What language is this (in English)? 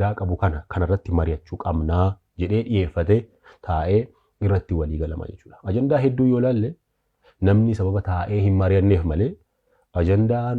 Oromo